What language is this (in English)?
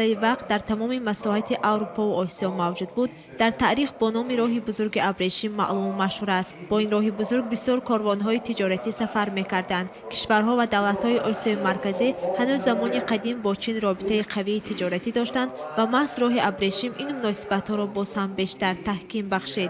Tajik